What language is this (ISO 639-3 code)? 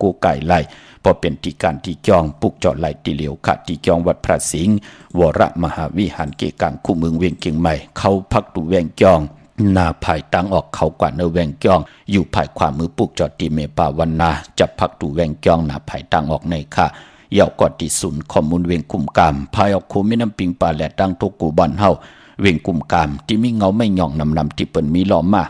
shn